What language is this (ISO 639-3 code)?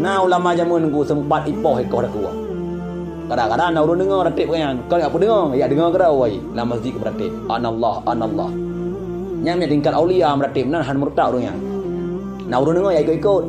ace